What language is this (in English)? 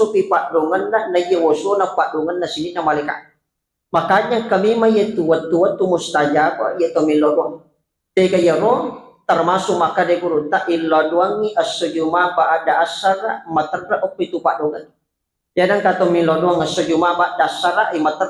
Buginese